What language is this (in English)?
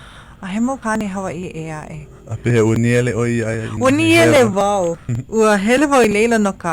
Hawaiian